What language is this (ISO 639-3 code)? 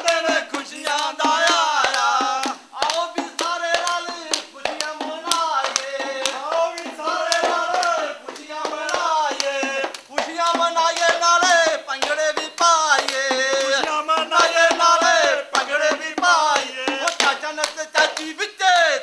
pan